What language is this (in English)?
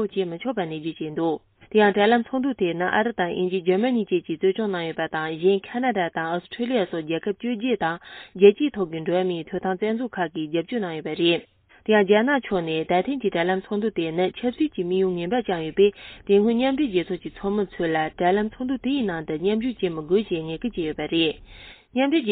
Tibetan